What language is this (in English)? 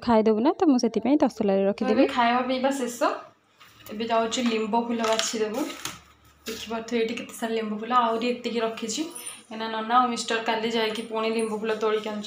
Odia